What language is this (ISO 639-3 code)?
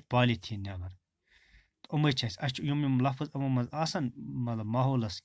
kas